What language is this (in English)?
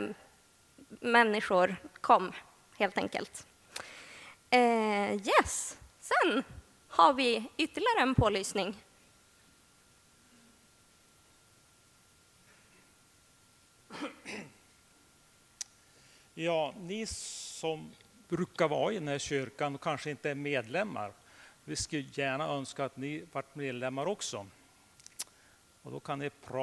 Swedish